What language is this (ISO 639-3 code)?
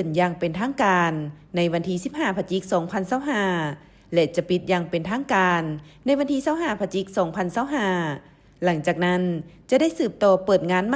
lao